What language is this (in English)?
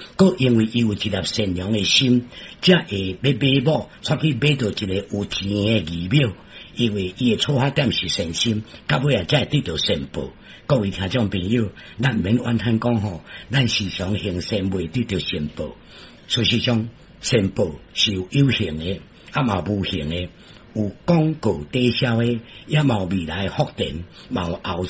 Min Nan Chinese